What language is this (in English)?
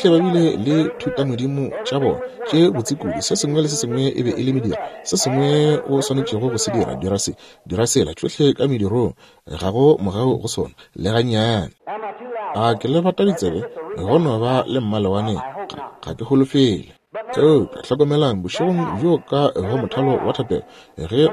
Northern Sotho